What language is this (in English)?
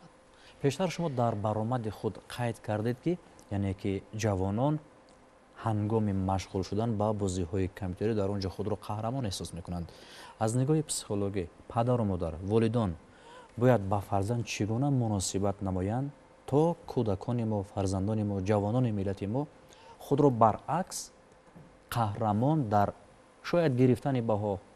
Tajik